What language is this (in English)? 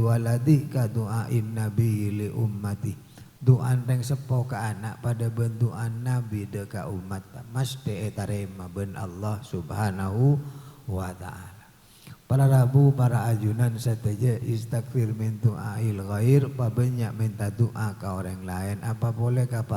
Madurese